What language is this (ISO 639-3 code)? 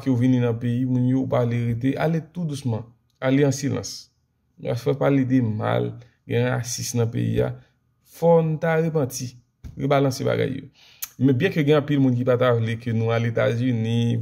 hat